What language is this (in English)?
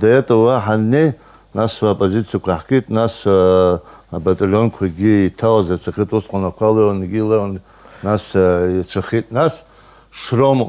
Abkhazian